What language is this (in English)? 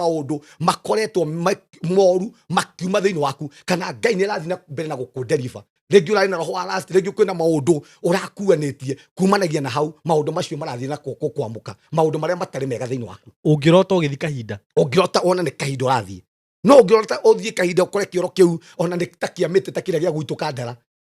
Kikuyu